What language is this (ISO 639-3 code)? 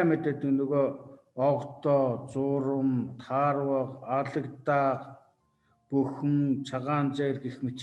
mon